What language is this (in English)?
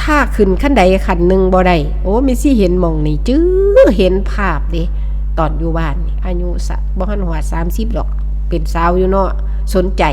Northeastern Thai